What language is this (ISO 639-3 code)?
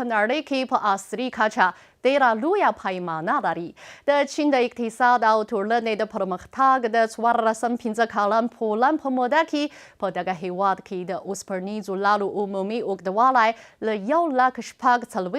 pus